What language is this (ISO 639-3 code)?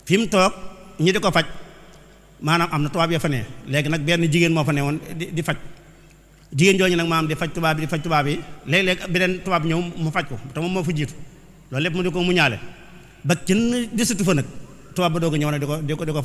wol